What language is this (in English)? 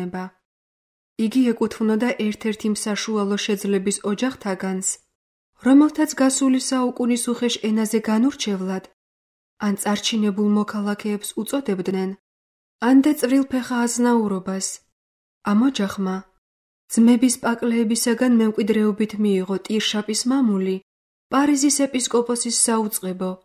Georgian